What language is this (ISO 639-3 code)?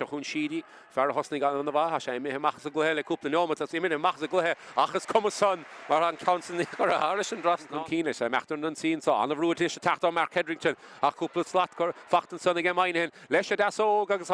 gle